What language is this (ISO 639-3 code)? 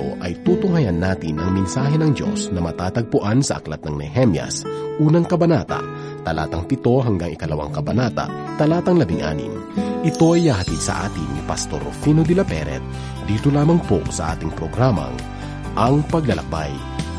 fil